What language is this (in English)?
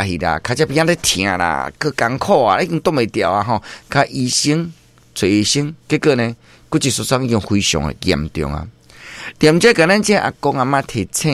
Min Nan Chinese